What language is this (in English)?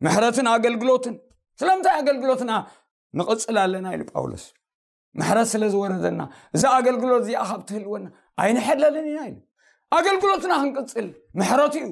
Tigrinya